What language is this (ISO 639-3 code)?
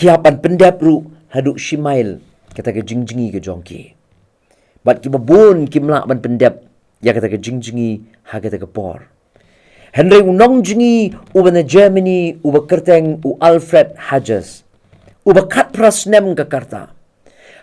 kha